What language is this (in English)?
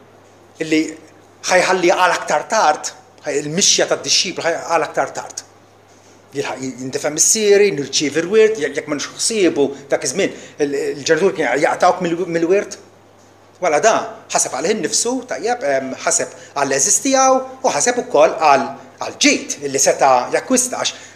Maltese